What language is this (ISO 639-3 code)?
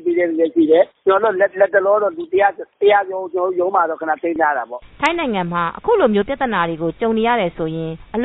mya